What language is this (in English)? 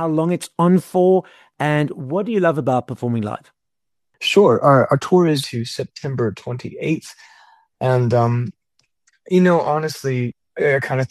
English